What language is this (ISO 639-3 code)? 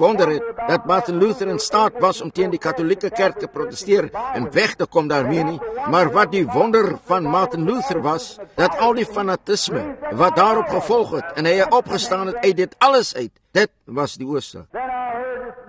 afr